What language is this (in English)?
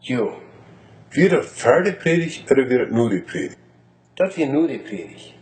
Plautdietsch